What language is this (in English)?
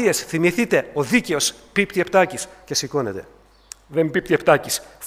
Greek